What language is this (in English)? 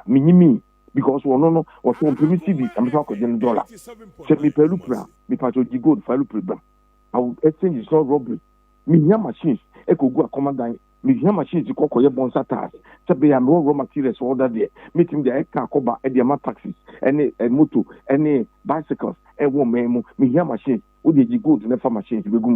Akan